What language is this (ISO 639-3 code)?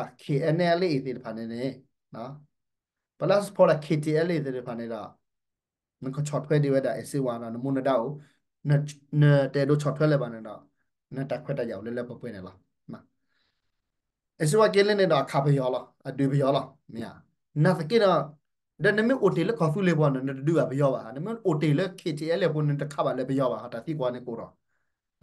ksw